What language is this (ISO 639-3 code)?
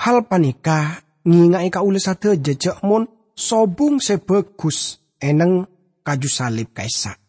mad